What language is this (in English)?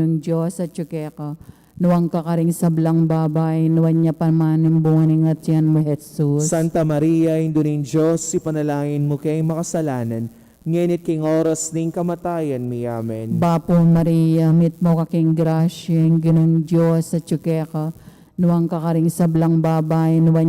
Pampanga